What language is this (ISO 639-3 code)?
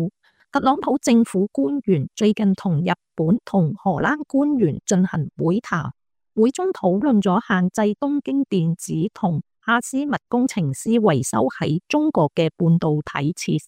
yue